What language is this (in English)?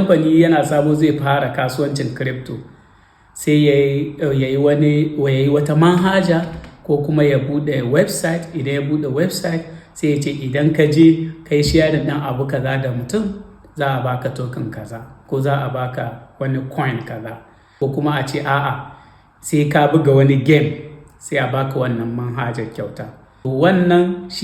Hausa